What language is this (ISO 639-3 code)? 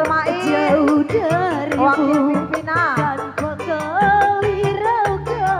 bew